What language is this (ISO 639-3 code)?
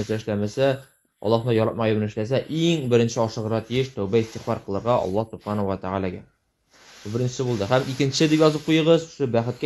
tat